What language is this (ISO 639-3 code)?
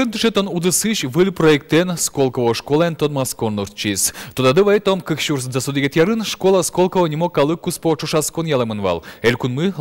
udm